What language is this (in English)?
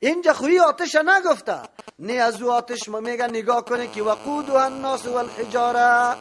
Persian